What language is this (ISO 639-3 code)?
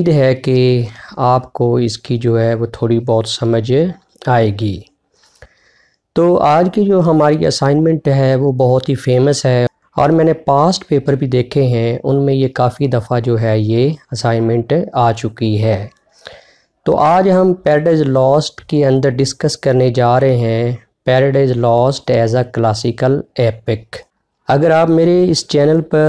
hin